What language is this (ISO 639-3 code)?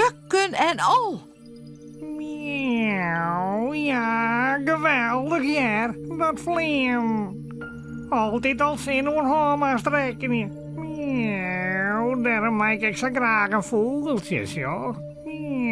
fry